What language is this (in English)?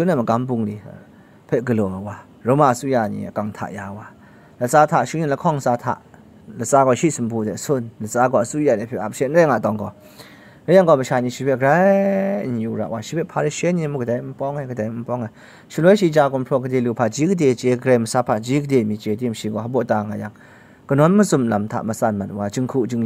Kachin